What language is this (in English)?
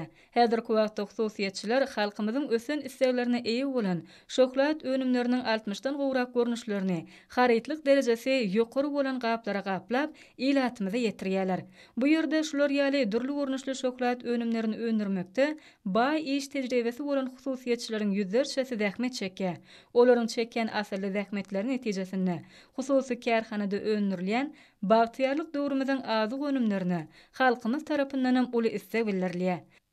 Turkmen